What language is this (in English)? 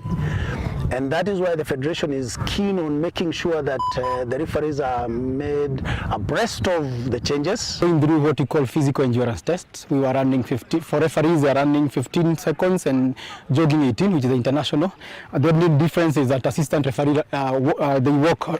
Meru